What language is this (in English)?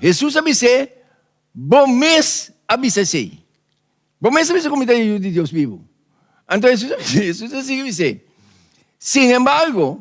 Papiamento